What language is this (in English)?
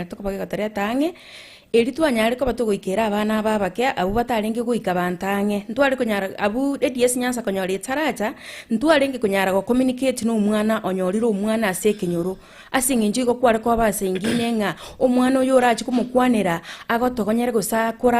Gusii